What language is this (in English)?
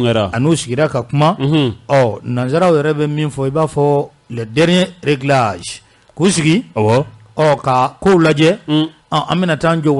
Bambara